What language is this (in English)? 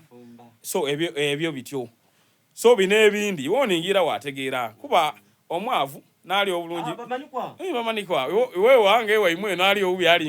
Soga